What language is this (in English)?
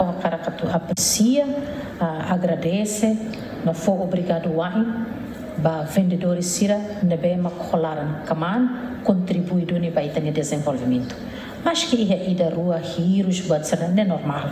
Tetum